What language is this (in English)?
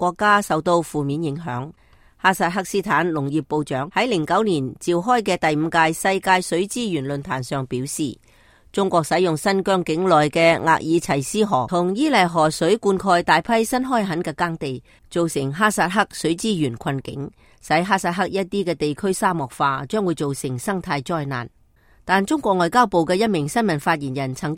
Cantonese